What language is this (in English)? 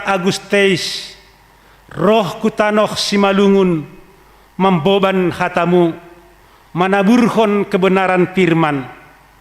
Batak Simalungun